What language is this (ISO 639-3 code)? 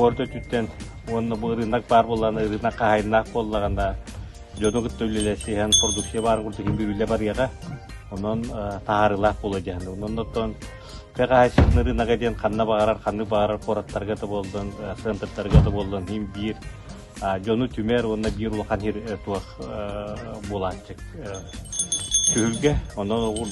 sah